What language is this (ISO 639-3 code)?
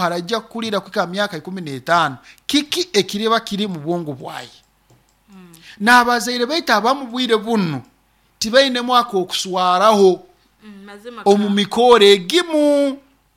nyo